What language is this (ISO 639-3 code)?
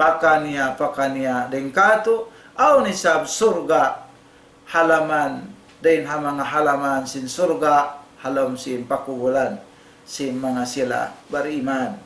tsg